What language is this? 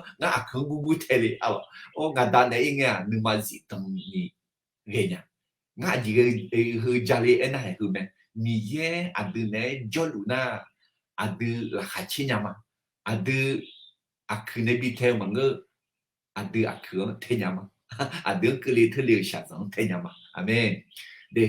Akha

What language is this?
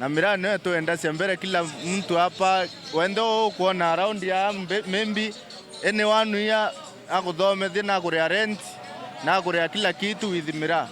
Meru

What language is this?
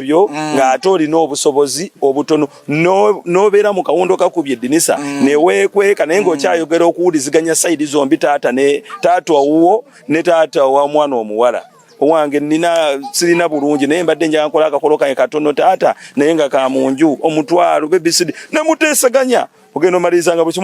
Ganda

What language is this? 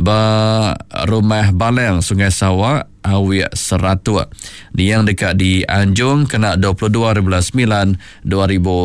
Iban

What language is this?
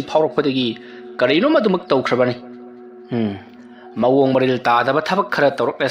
Manipuri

